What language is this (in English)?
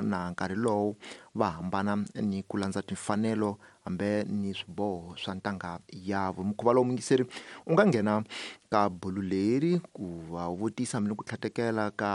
Tsonga